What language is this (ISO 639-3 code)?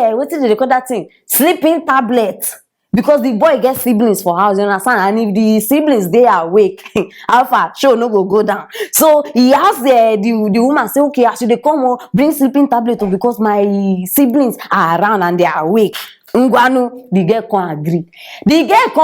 pcm